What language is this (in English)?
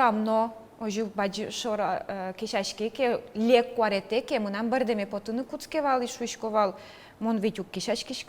Udmurt